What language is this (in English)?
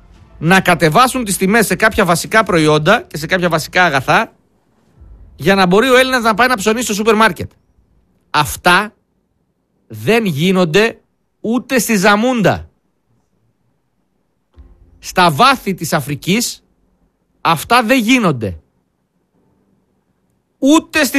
Greek